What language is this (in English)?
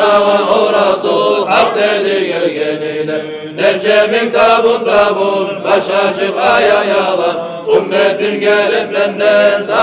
Kumyk